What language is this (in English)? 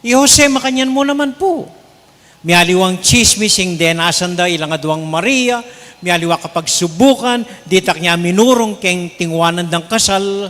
Pampanga